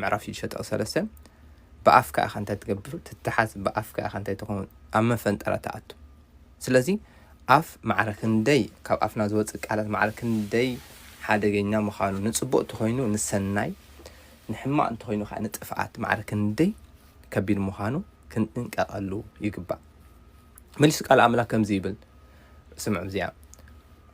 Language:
Tigrinya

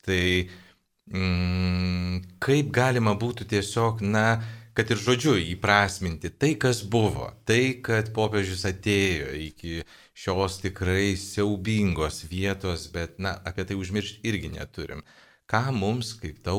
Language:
Lithuanian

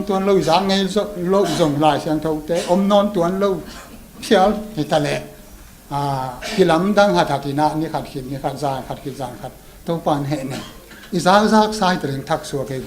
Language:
Tedim Chin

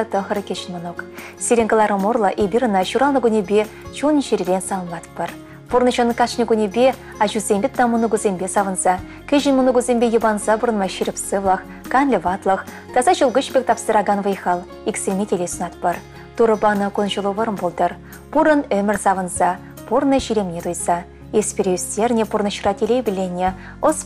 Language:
Chuvash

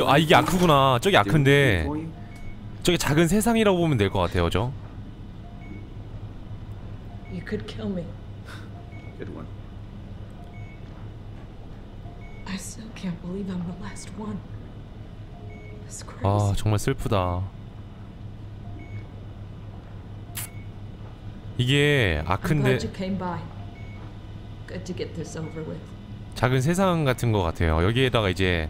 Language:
Korean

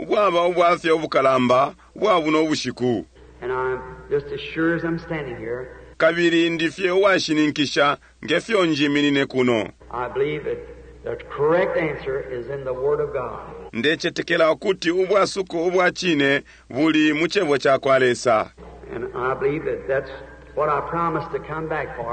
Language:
Bemba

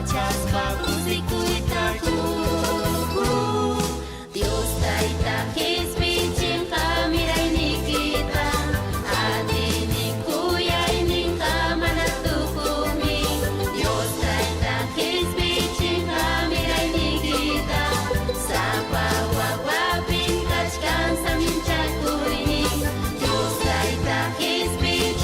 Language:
Ayacucho Quechua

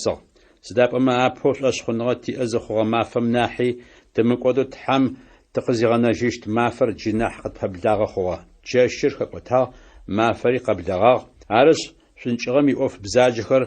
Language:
Adyghe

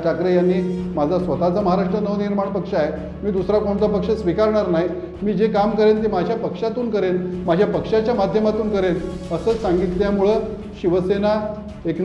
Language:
Marathi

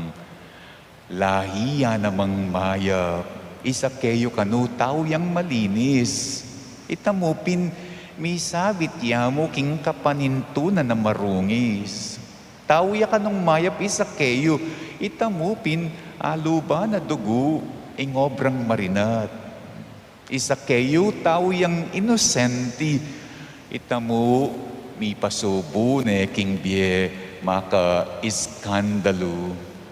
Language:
Pampanga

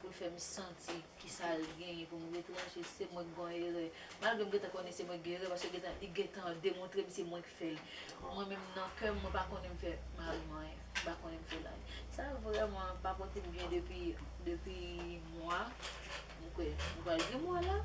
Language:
Haitian Creole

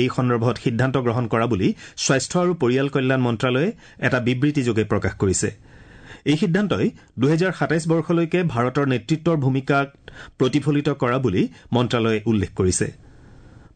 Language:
Assamese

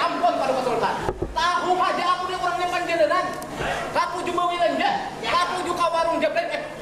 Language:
Banjar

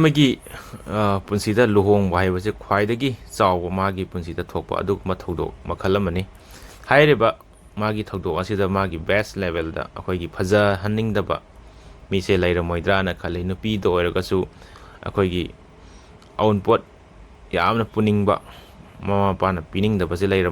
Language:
Manipuri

